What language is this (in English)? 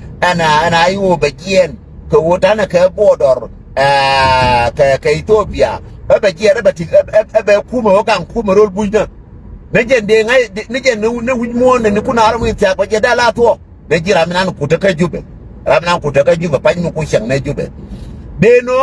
Nuer